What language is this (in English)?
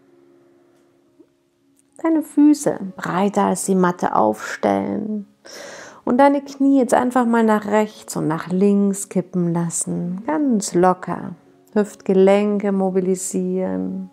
German